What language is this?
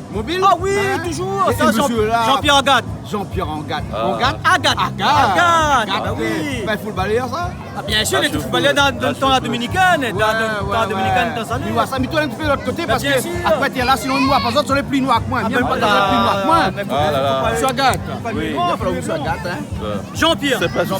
Réunion Creole French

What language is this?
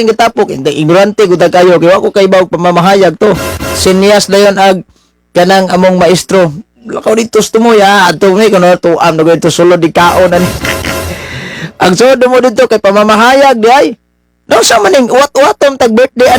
Cebuano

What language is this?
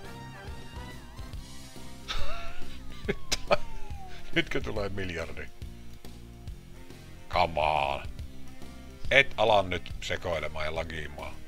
Finnish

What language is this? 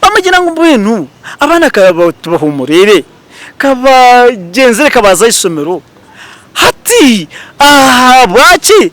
Nyankole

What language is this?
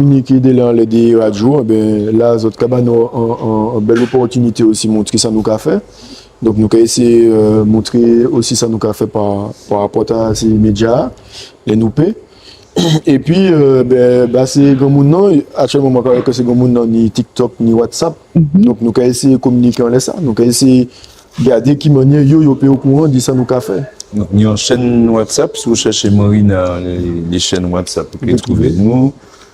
Guadeloupean Creole French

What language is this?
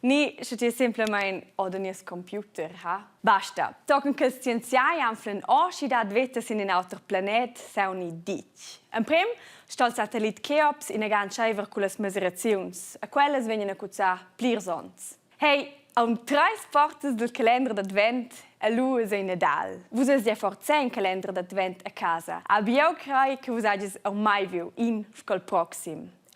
Romansh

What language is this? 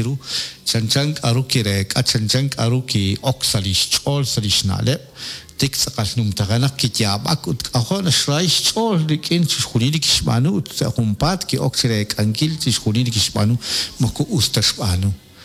Kekchí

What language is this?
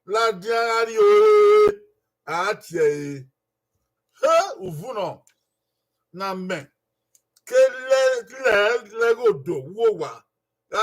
Bini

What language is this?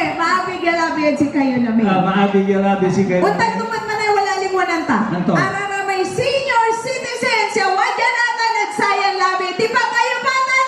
Pangasinan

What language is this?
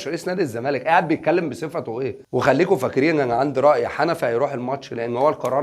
Egyptian Arabic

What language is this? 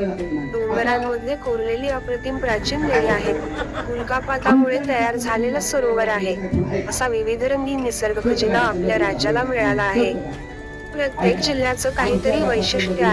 Marathi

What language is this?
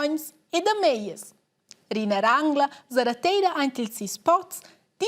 Romansh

